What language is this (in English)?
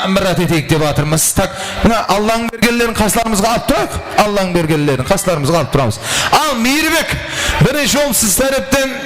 Kara-Kalpak